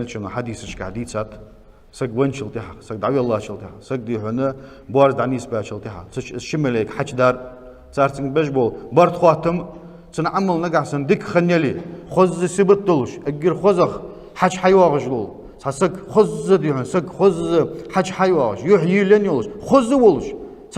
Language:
Ingush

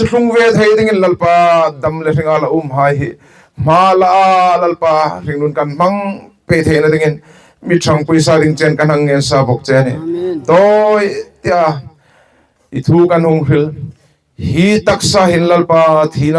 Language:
Hmar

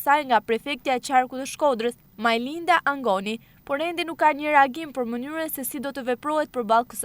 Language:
Albanian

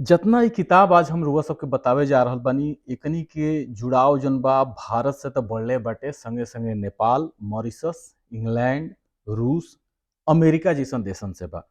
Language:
Bhojpuri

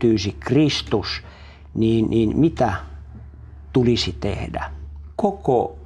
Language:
Finnish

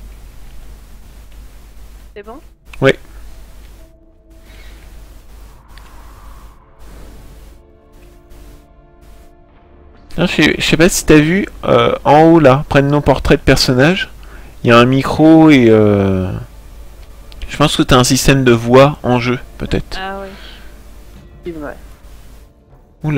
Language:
French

